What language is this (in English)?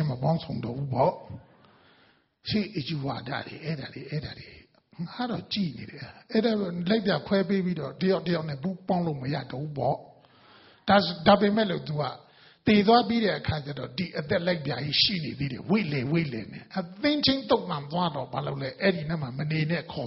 Burmese